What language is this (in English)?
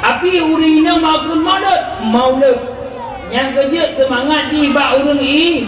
Achinese